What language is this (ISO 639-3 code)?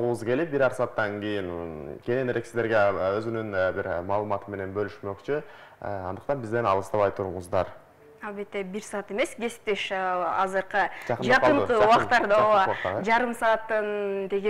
kir